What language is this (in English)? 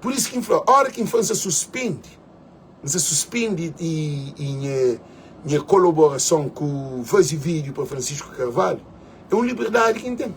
Kabuverdianu